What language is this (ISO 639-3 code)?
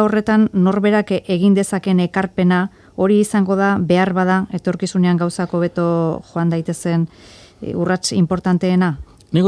eus